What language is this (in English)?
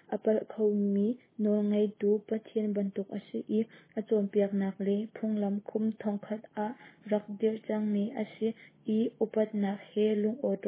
Hakha Chin